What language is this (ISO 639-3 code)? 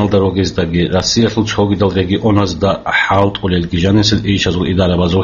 ava